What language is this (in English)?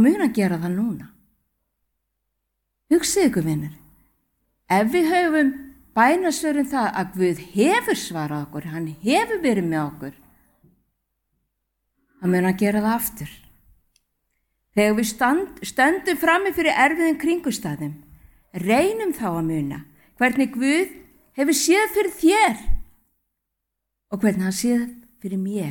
Icelandic